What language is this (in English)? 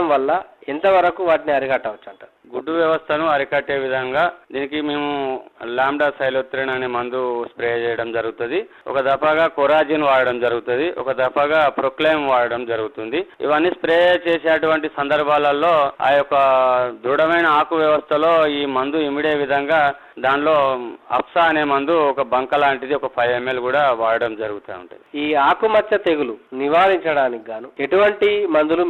Telugu